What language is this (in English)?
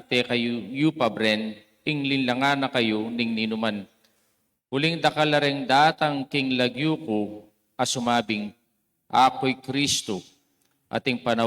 Pampanga